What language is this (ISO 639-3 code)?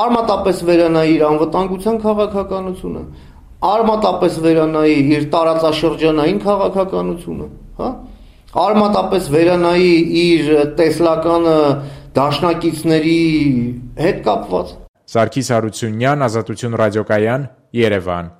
hye